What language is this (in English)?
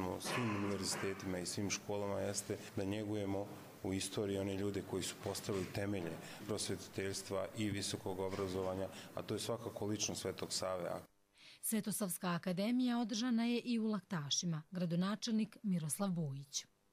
Croatian